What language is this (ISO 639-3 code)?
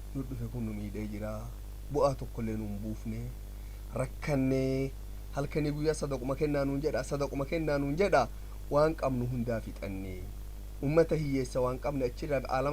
orm